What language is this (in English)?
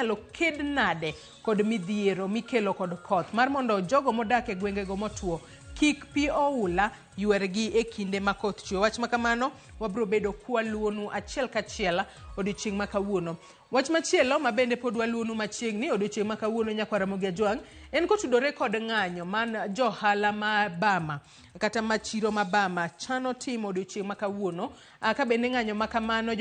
Luo (Kenya and Tanzania)